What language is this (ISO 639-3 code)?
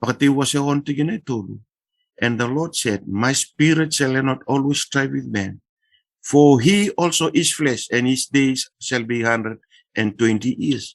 fij